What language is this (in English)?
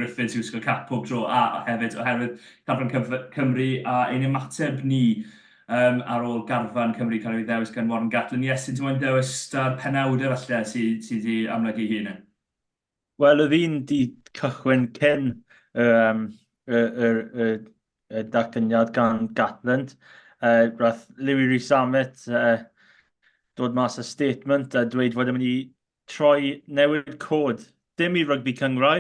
Welsh